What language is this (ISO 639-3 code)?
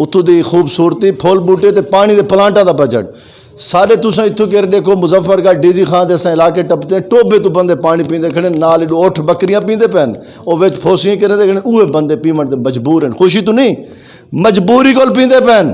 skr